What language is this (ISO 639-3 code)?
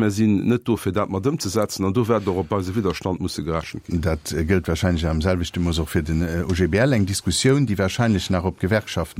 ltz